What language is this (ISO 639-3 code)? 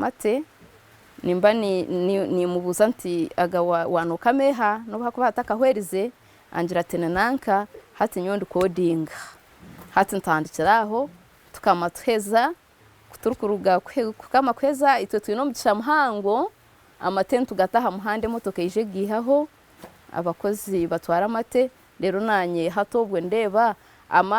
nyn